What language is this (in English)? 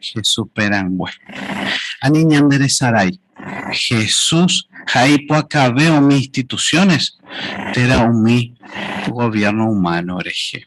Guarani